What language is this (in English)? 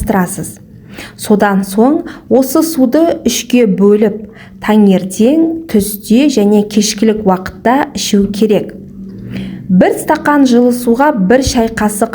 Kazakh